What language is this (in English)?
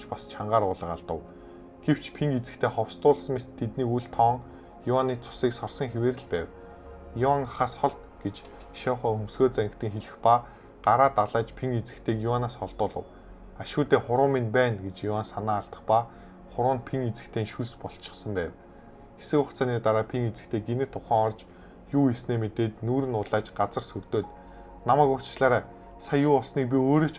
Mongolian